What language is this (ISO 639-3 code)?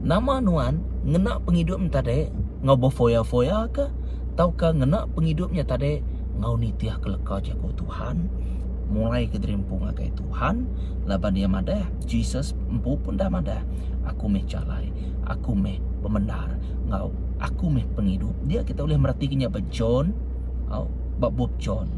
iba